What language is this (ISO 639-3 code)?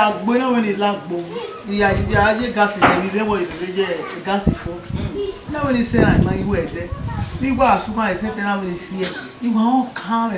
bin